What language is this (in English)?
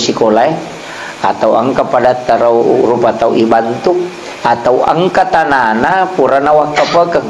Buginese